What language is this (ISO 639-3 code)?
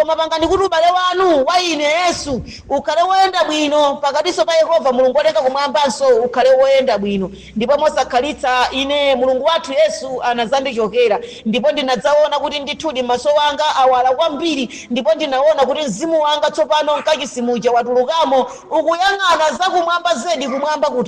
nya